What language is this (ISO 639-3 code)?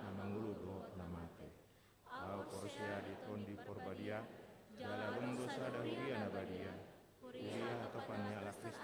bbc